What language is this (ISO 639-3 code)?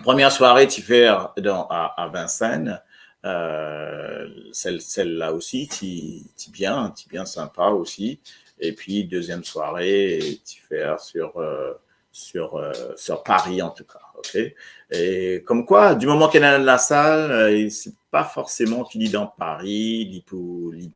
mfe